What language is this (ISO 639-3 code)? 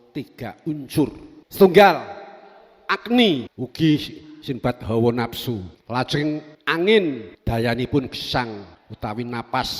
jav